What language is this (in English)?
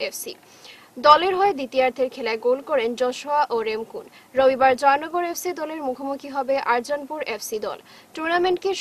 Bangla